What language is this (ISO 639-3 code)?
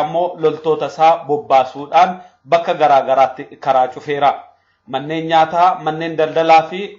orm